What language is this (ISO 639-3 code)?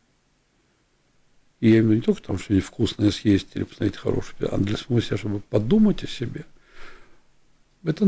rus